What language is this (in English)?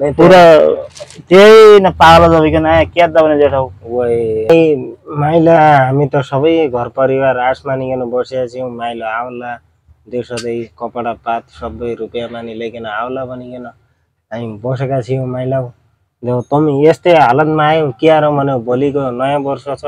Nepali